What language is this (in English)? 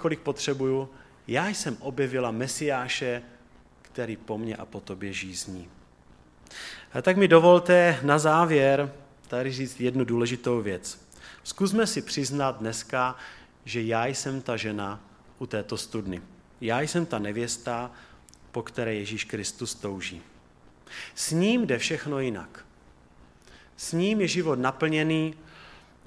Czech